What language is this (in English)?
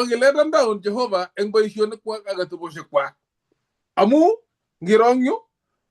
Kalenjin